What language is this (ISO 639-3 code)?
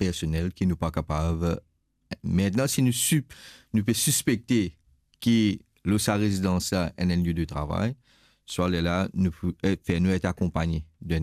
mfe